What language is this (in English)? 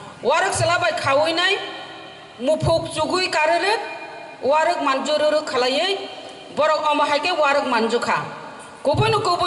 Kok Borok